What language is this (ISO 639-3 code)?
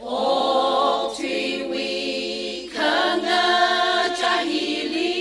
nmf